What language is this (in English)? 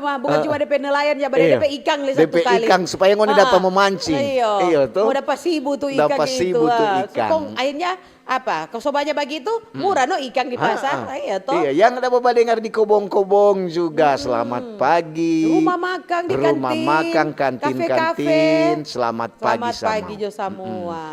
Manado Malay